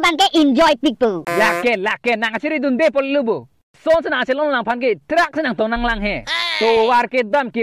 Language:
Karbi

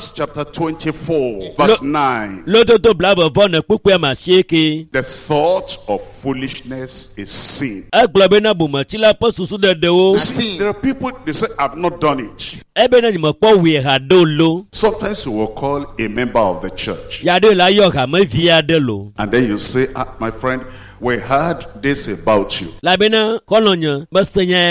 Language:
Ewe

